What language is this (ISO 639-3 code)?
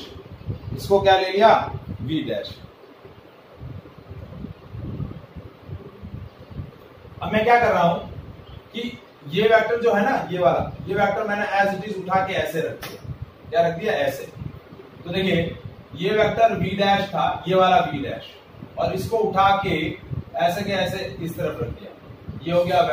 hin